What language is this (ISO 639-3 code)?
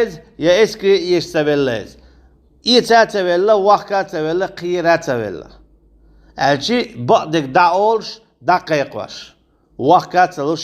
che